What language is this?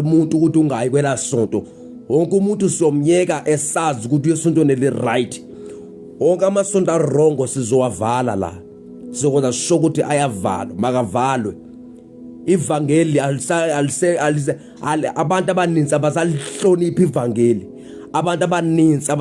Zulu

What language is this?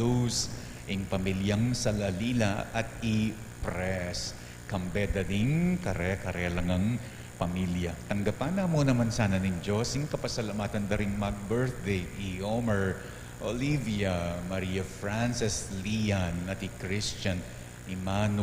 Pampanga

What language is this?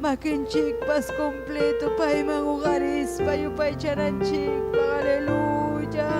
Ayacucho Quechua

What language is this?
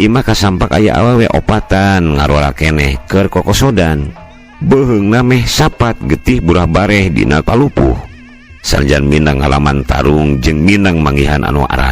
Sundanese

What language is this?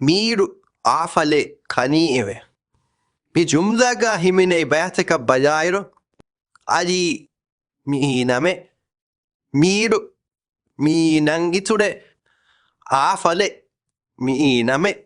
Divehi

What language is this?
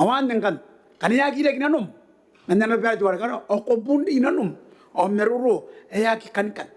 Gilbertese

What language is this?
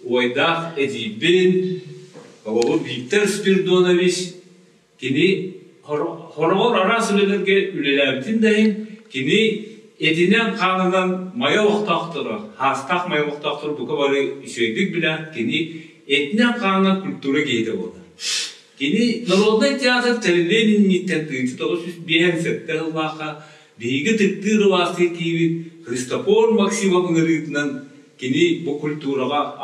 Yakut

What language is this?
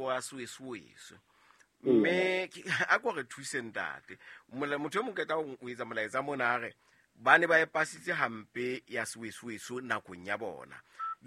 Southern Sotho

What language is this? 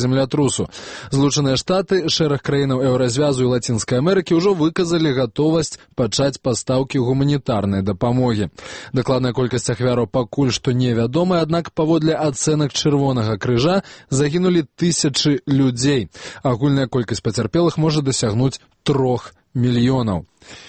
Belarusian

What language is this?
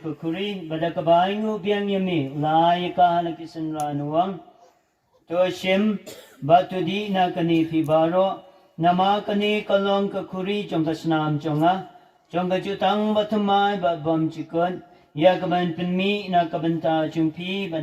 Khasi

